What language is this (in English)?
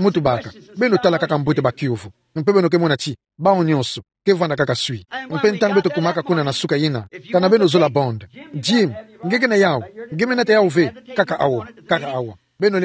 Kituba (Democratic Republic of Congo)